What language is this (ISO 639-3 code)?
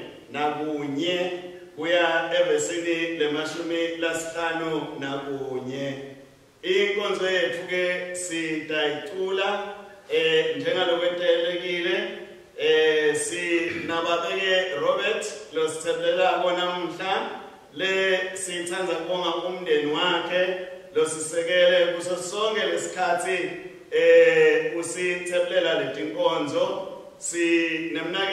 ssw